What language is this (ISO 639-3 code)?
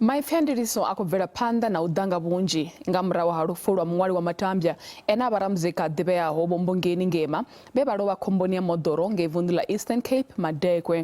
ven